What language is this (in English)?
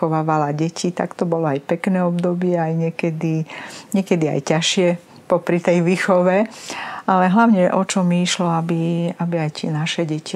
Slovak